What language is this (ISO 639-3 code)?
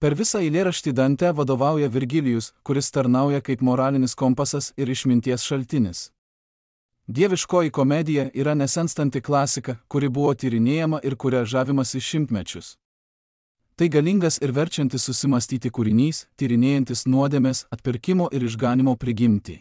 lit